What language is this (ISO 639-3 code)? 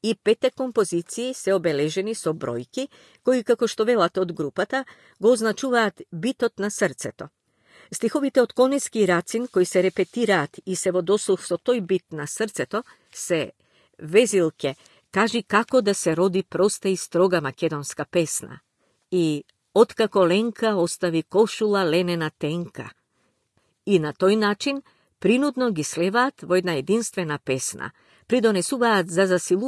mkd